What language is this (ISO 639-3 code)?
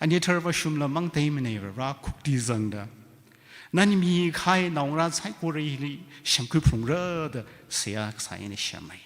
nmf